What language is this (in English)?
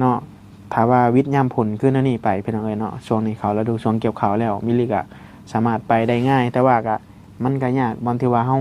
Northeastern Thai